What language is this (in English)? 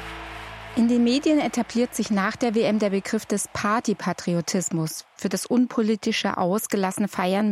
German